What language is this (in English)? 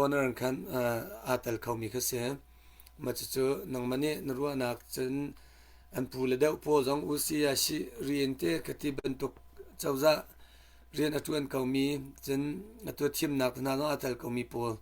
Hakha Chin